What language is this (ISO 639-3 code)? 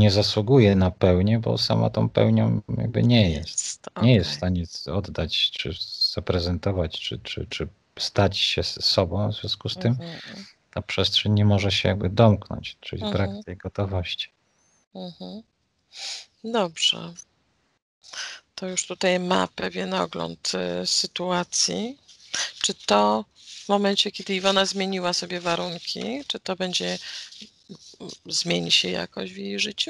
pol